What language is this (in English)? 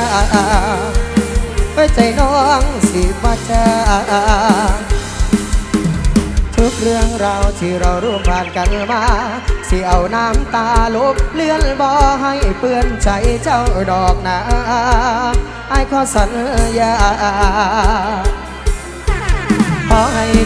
Northeastern Thai